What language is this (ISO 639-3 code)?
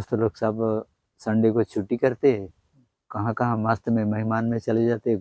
sck